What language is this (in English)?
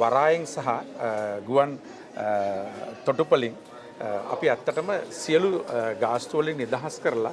Sinhala